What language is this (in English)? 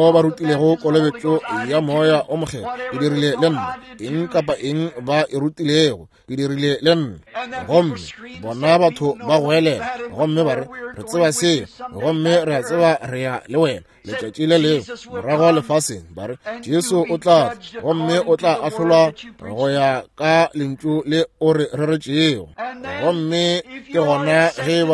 Northern Sotho